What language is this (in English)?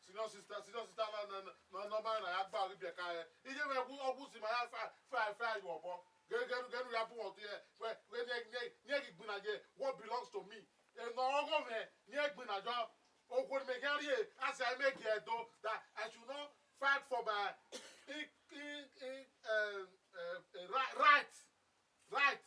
Bini